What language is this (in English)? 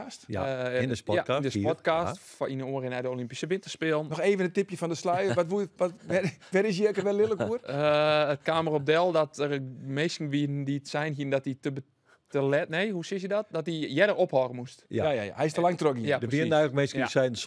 Western Frisian